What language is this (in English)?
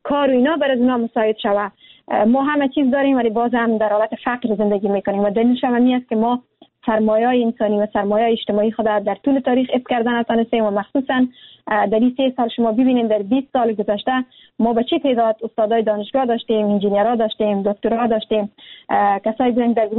Persian